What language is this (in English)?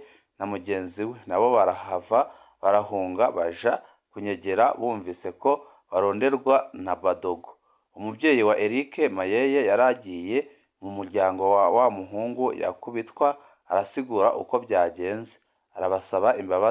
Rundi